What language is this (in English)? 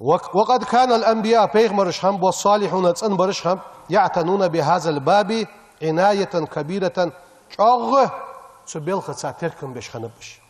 Ingush